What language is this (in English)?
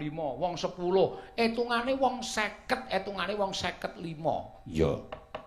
Javanese